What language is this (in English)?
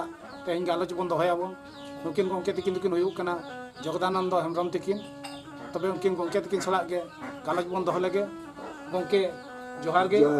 Santali